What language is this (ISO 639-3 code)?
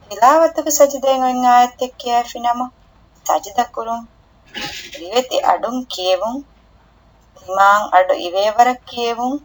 div